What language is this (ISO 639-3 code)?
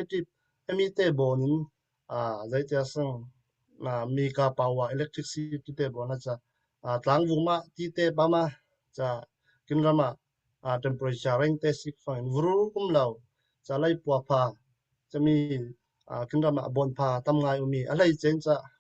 cfm